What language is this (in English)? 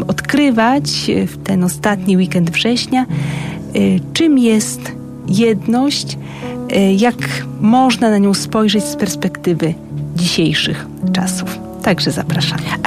Polish